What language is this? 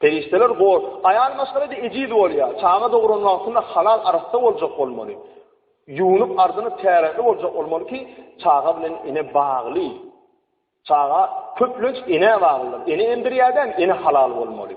Turkmen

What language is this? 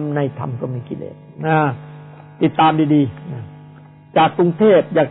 Thai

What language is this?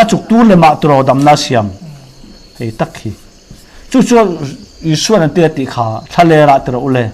Mizo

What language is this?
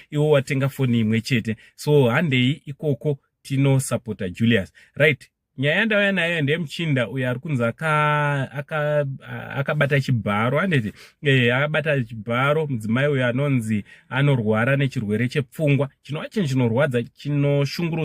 Shona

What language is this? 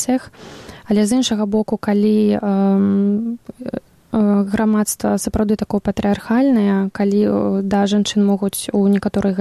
Belarusian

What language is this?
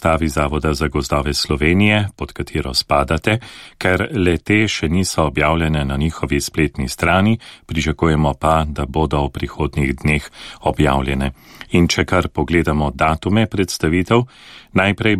Slovenian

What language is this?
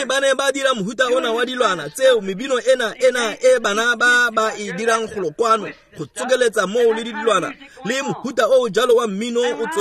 Tswana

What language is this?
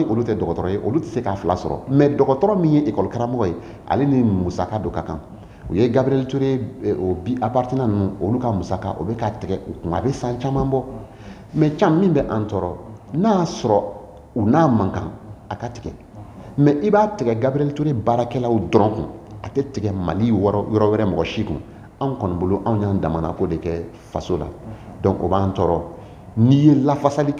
Bambara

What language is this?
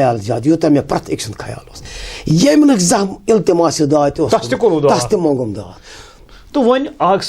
Kashmiri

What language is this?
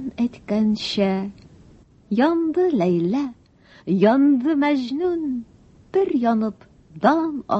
Tatar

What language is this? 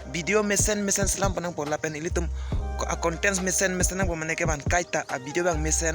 Karbi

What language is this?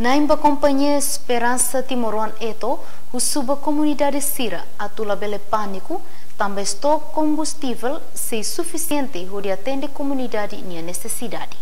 Tetum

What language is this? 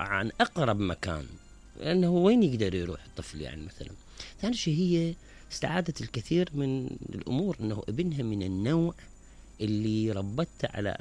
Mesopotamian Arabic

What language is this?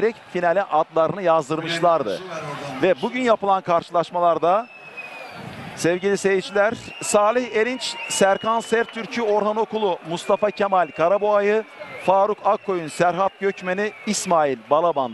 Turkish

